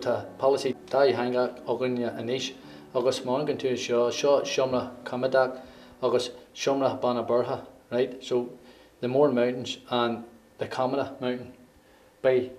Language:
Irish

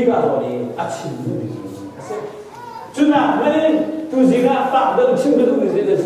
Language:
Hakha Chin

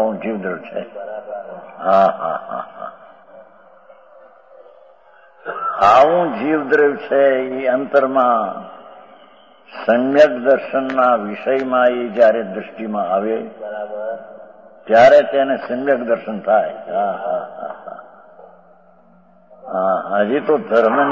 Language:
Gujarati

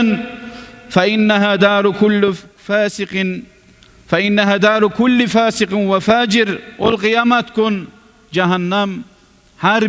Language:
Kumyk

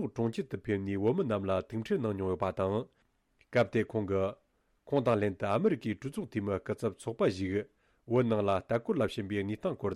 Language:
Tibetan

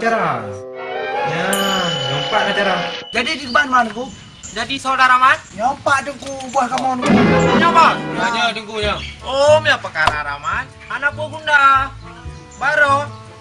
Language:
Achinese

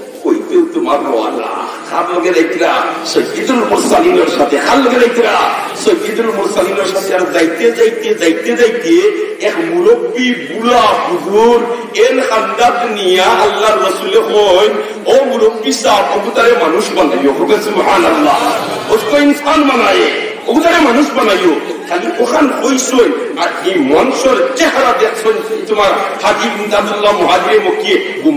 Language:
Sylheti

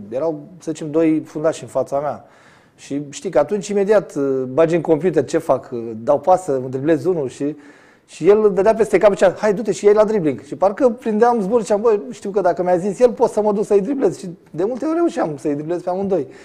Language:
Romanian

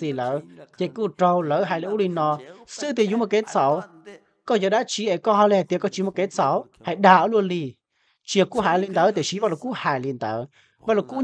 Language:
Hmong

